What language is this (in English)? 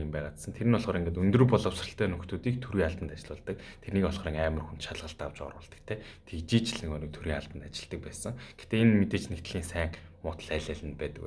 Mongolian